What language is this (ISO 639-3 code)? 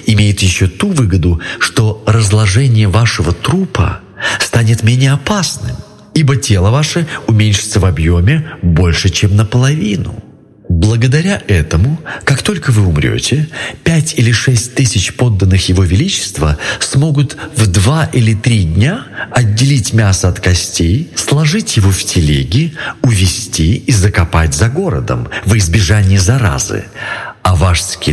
rus